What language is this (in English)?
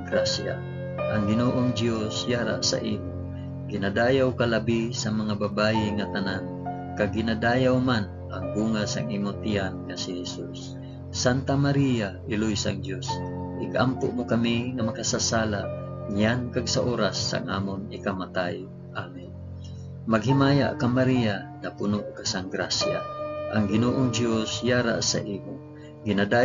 Hiligaynon